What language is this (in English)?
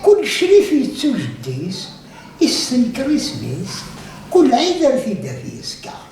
Kabyle